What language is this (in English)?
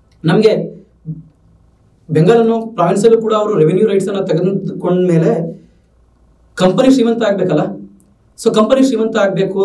Kannada